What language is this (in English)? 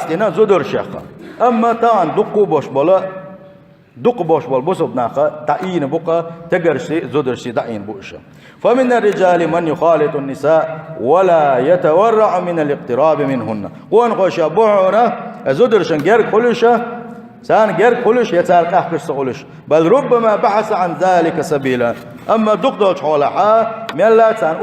Chechen